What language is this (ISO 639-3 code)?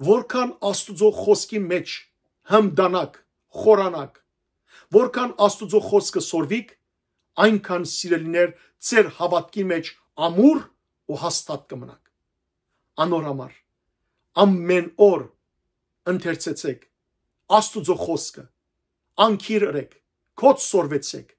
hyw